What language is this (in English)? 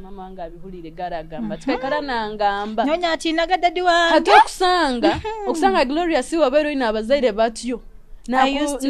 Nyoro